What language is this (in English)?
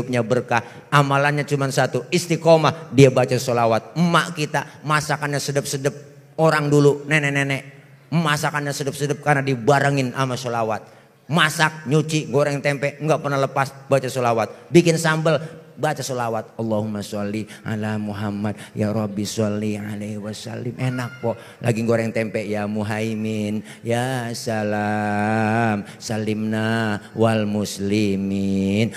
Betawi